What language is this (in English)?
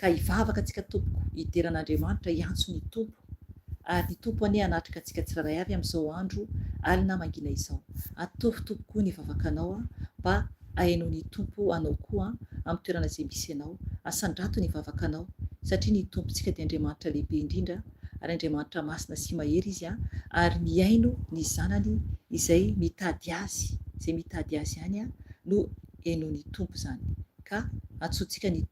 Malagasy